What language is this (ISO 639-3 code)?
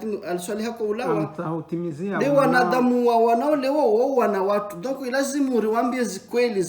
zdj